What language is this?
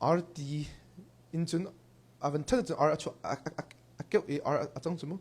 Hakha Chin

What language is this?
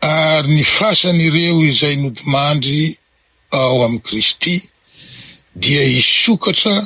Malagasy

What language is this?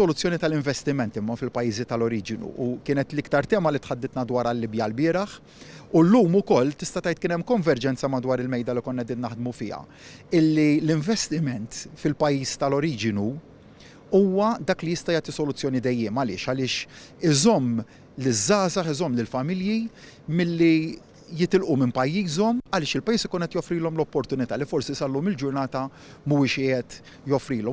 Maltese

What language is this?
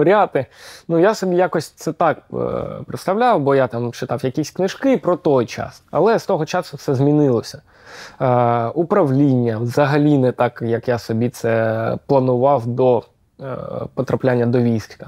Ukrainian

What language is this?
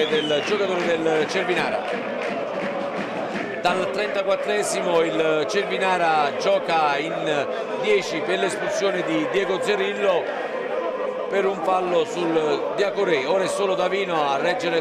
Italian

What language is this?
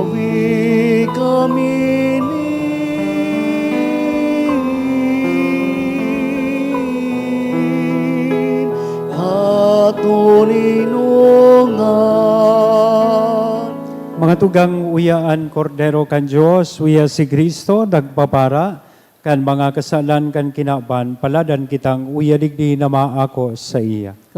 Bikol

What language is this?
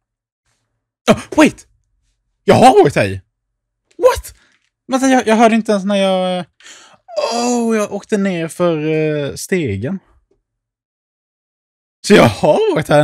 Swedish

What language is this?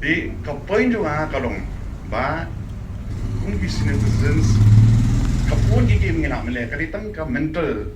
Khasi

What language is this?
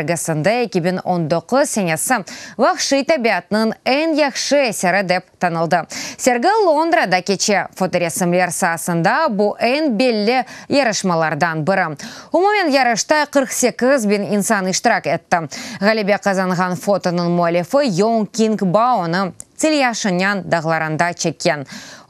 Crimean Tatar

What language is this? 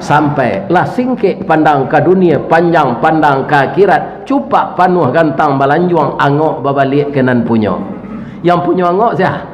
Minangkabau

